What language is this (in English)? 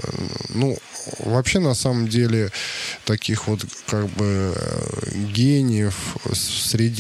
Russian